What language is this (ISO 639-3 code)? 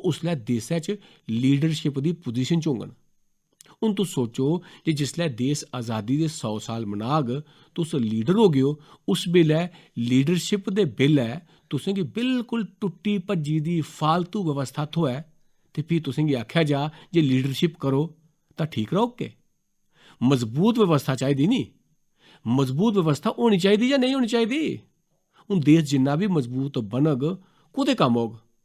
doi